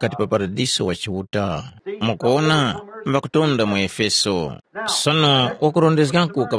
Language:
Tumbuka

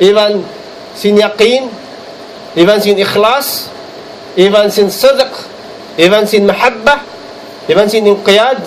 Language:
Tausug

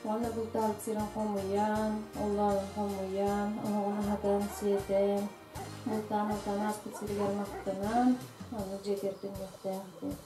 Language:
Yakut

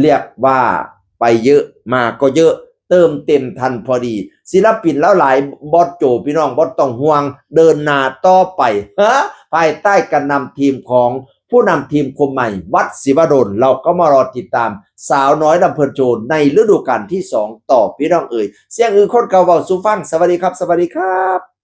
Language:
Northeastern Thai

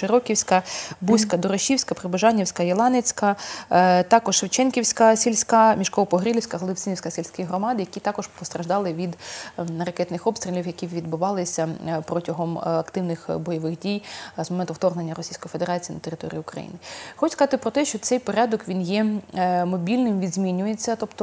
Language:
Ukrainian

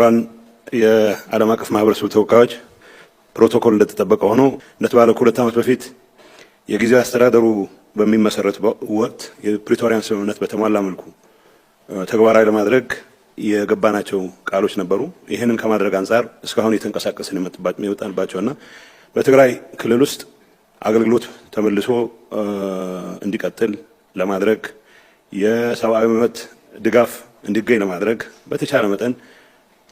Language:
Amharic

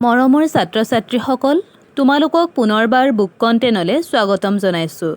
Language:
Assamese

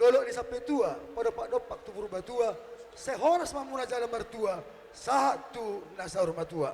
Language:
Batak Toba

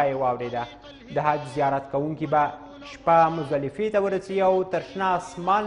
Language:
Pashto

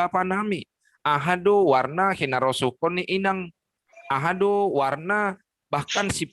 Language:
Batak Simalungun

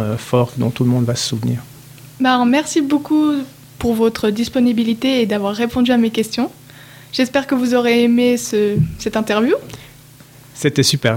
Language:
French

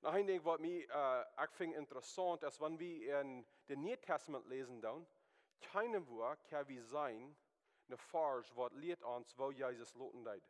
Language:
Plautdietsch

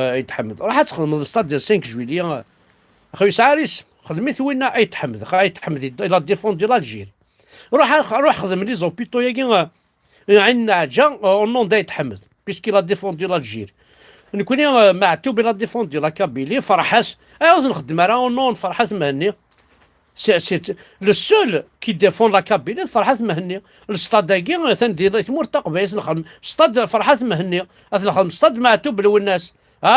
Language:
Kabyle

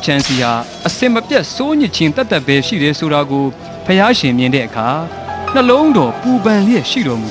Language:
Burmese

